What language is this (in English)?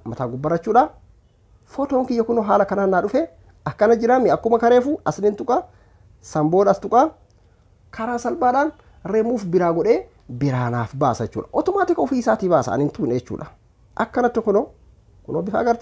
Oromo